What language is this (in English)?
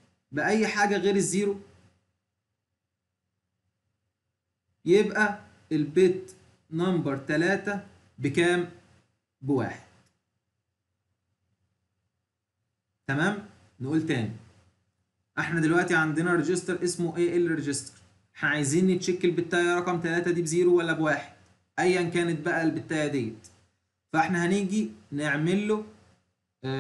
Egyptian Arabic